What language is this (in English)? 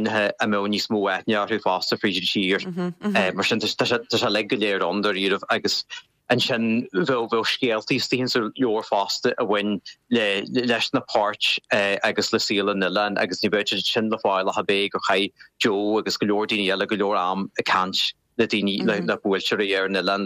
Irish